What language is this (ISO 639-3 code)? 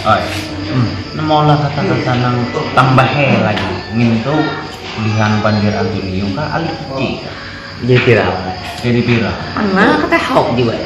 bjn